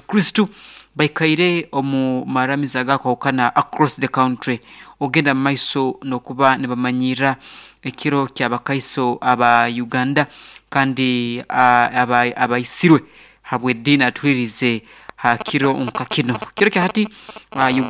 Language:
Nyoro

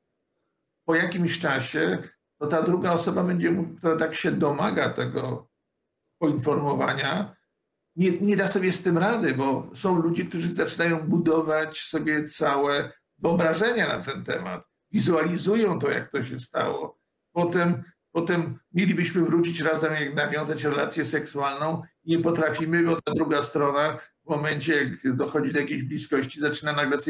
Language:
Polish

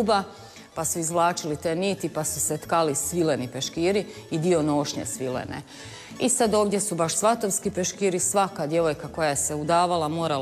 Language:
Croatian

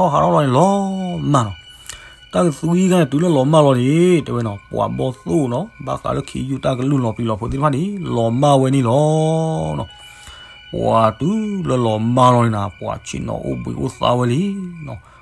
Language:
S'gaw Karen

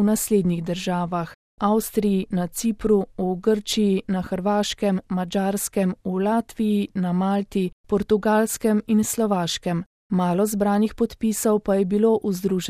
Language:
Slovenian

